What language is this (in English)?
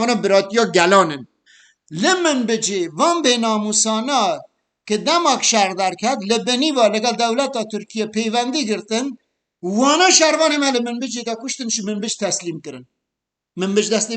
Kurdish